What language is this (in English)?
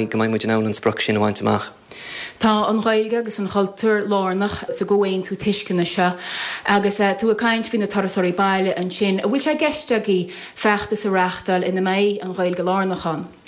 Irish